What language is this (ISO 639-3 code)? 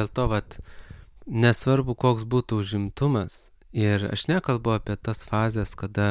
lit